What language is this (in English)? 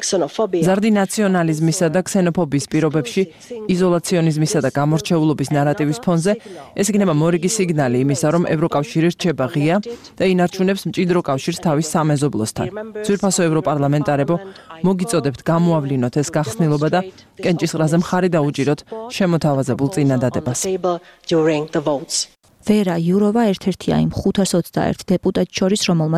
Georgian